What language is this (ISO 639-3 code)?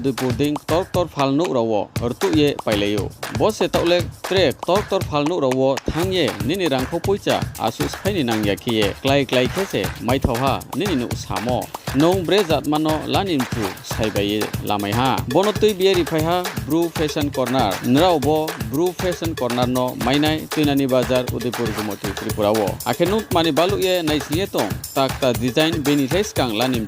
ria